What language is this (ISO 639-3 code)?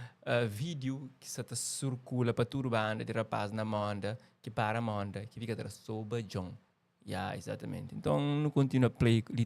kea